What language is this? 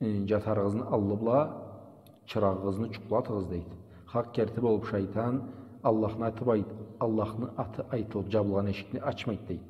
Karachay-Balkar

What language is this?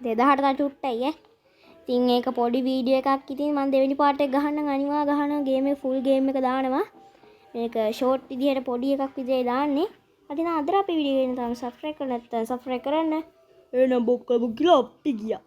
Sinhala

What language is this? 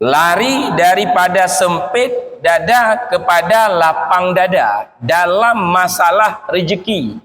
Achinese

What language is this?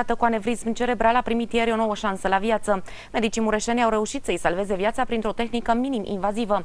Romanian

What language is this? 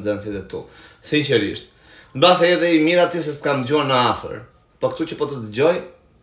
Albanian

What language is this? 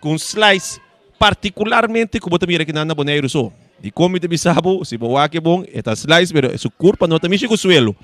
Papiamento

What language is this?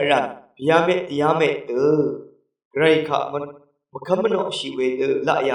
Rawang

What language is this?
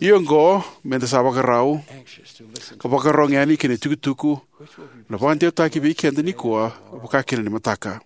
Fijian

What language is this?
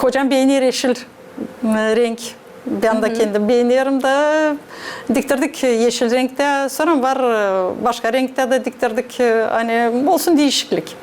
Gagauz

